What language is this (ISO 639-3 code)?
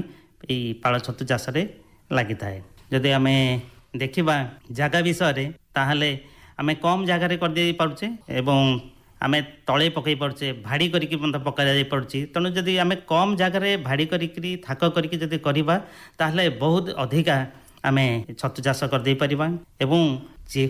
ori